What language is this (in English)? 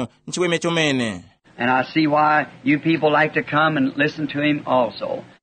Tumbuka